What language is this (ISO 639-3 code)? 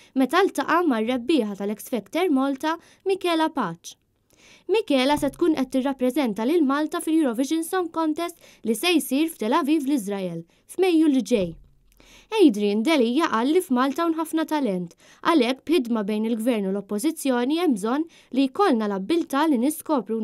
mlt